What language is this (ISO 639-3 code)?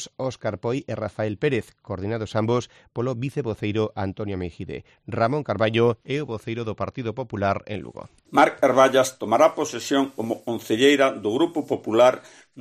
glg